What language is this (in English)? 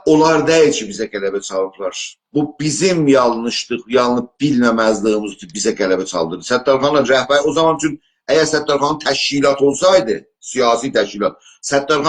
South Azerbaijani